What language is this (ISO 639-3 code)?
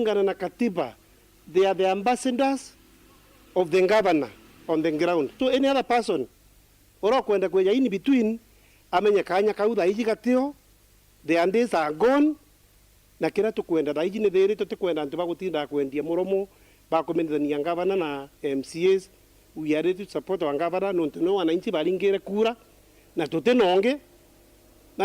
mer